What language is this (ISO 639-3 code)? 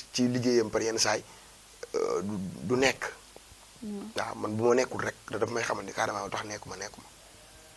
wol